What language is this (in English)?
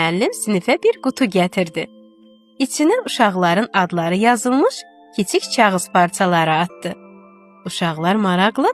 Azerbaijani